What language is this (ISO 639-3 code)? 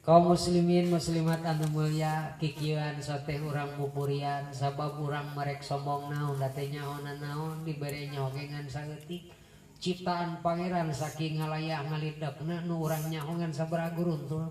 sun